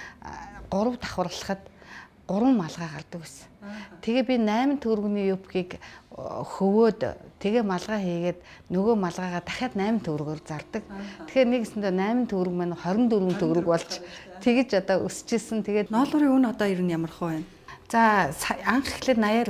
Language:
Mongolian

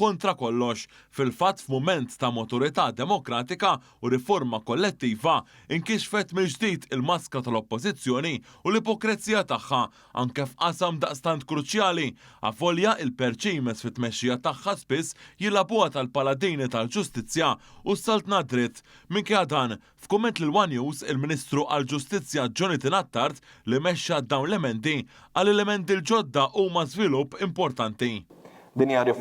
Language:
Maltese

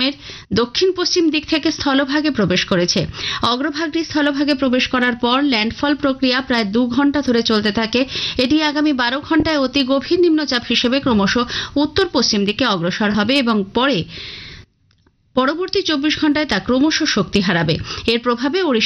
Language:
Bangla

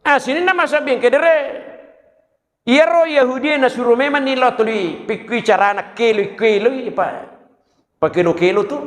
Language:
Buginese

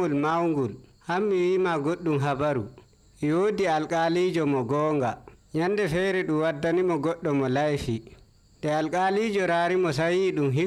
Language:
Nigerian Fulfulde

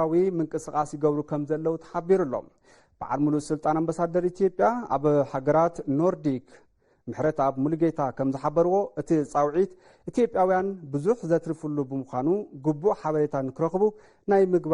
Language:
Tigrinya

